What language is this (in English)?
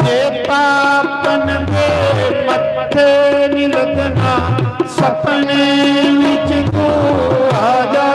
Dogri